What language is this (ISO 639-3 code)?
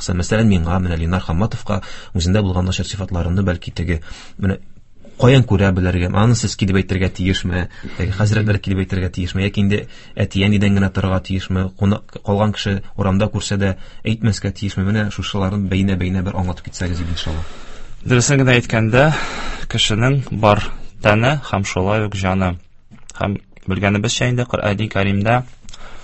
tat